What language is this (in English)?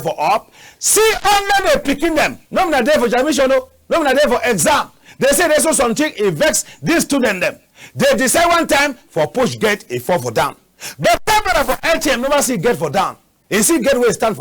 Cameroon Pidgin